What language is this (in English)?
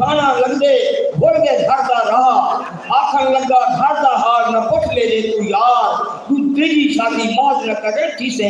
Saraiki